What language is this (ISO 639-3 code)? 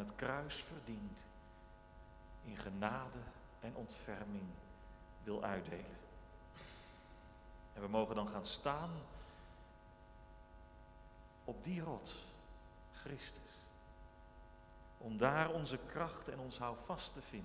nld